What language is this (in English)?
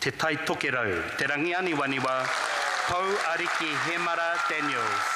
Māori